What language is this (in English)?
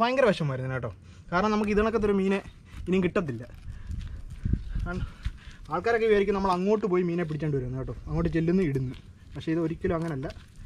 Malayalam